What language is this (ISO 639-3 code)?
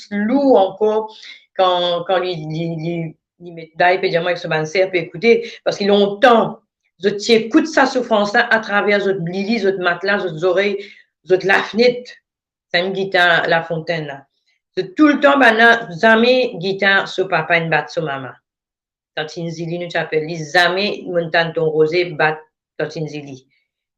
mfe